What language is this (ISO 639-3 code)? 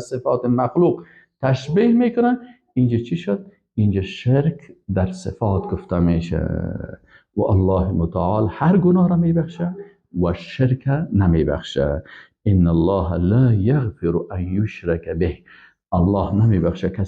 fas